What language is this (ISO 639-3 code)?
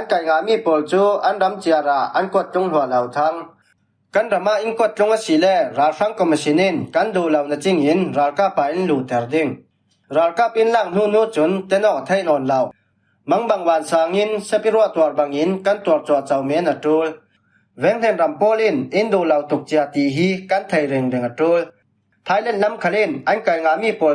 cfm